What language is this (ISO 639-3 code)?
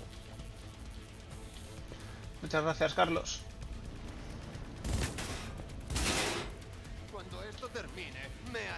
spa